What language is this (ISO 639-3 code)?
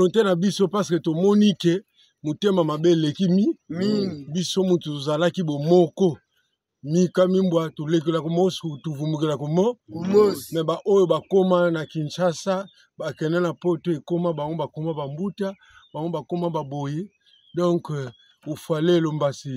lin